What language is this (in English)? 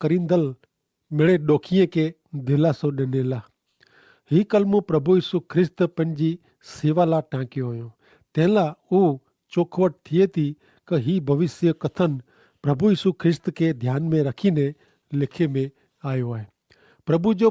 Kachhi